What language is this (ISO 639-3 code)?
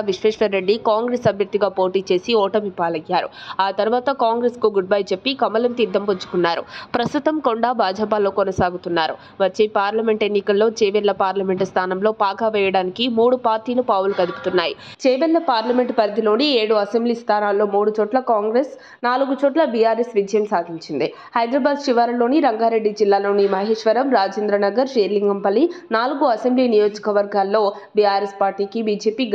tel